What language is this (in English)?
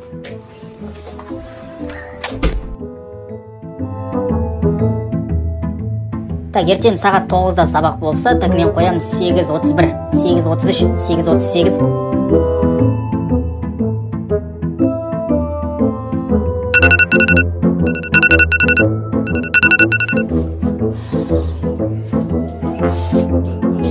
Kazakh